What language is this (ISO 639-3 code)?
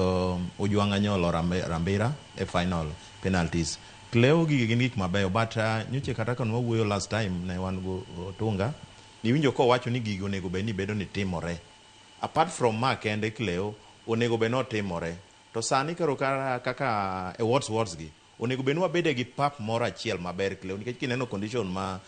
luo